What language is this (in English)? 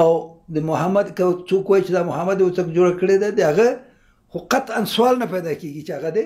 Pashto